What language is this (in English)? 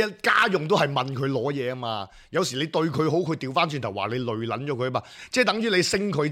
Cantonese